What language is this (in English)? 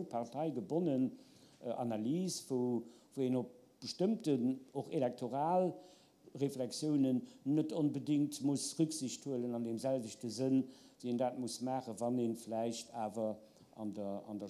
Luxembourgish